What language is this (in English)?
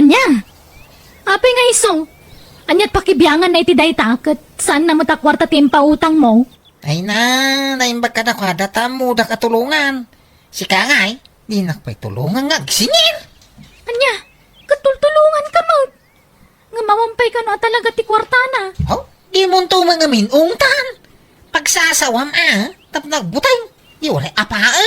Iloko